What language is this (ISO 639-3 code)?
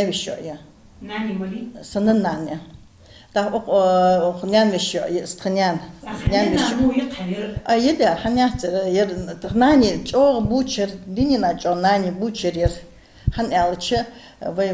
inh